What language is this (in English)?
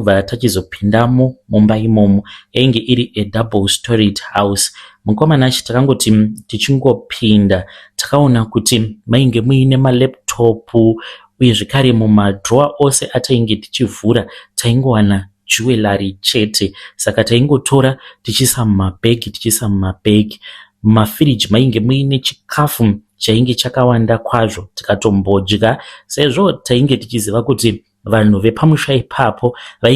Shona